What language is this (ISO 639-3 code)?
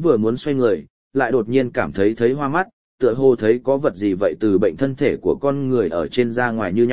vie